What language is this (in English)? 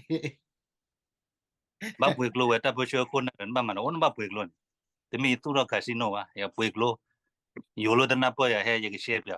S'gaw Karen